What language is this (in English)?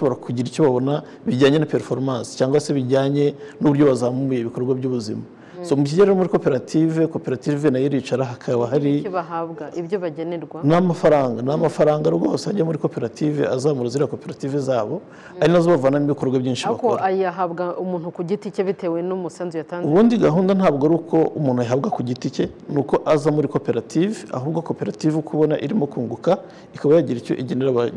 Kinyarwanda